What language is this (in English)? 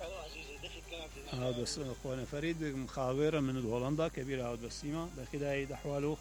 Mesopotamian Arabic